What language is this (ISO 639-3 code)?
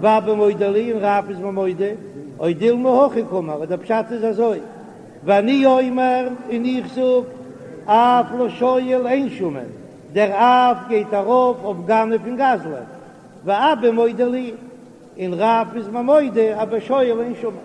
yid